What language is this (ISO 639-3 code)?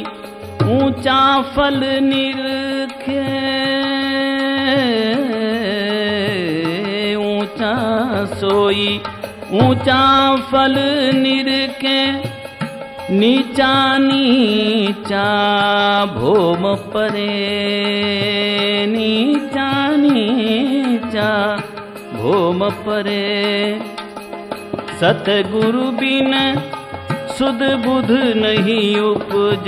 hin